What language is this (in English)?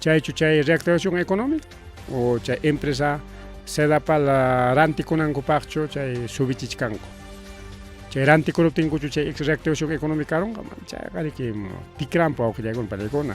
Ayacucho Quechua